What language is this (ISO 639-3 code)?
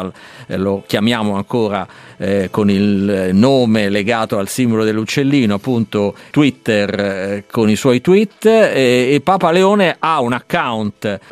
ita